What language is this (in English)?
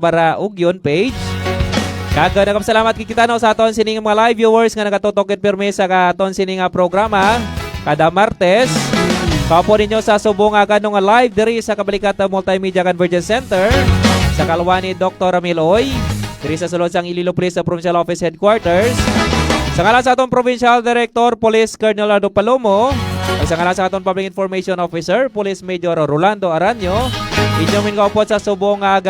Hiligaynon